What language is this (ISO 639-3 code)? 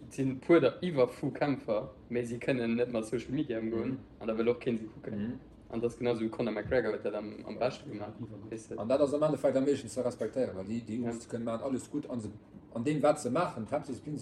ltz